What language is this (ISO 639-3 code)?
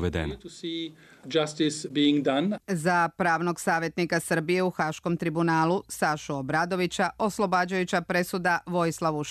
srp